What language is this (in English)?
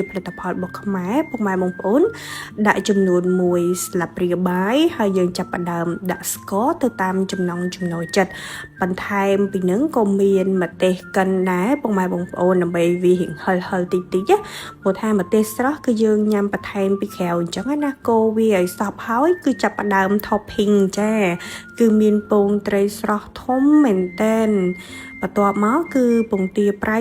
Khmer